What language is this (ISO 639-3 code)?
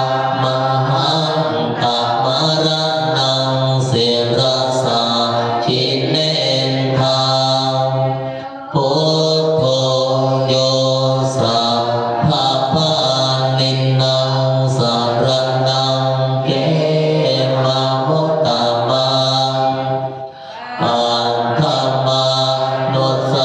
pli